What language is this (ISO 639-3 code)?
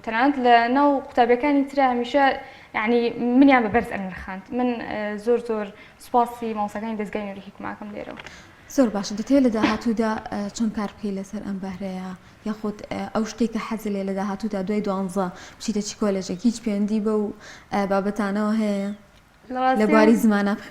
ckb